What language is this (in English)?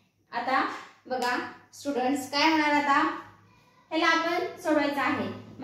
Marathi